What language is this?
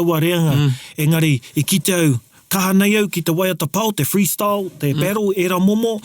Māori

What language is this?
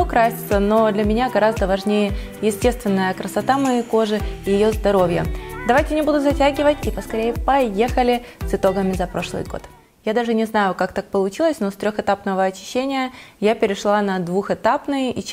Russian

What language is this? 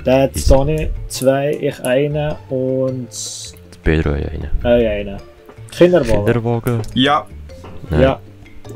Swiss German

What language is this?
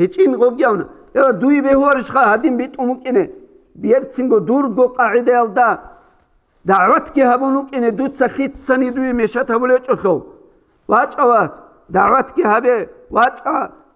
Avaric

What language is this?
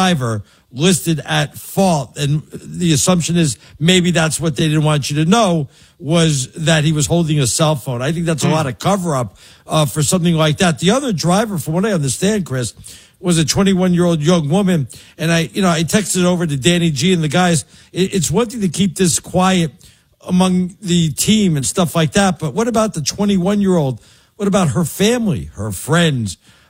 English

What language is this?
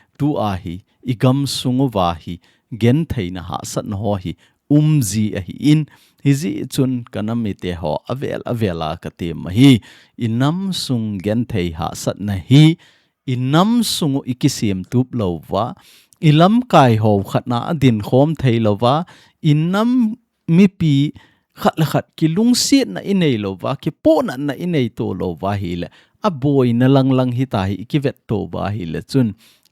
Thado Chin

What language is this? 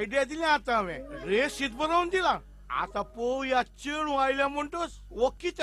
Konkani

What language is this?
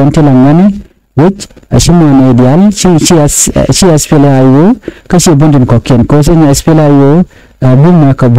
Nuer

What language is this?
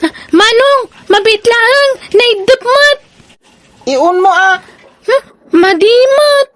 Iloko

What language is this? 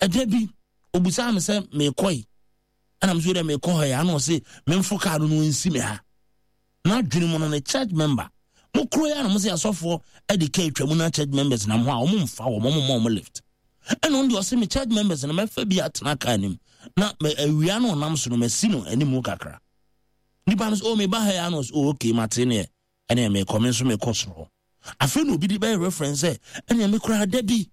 Akan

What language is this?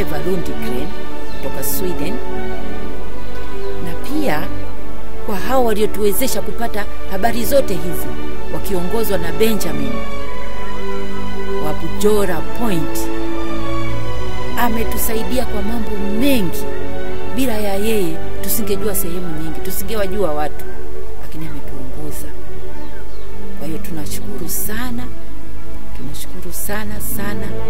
Swahili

